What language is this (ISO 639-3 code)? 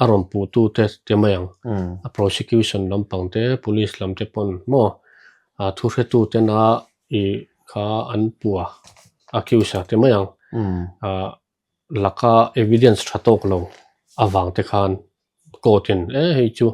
lus